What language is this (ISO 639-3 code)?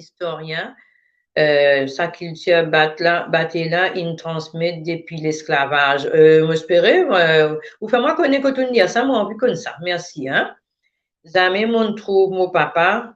mfe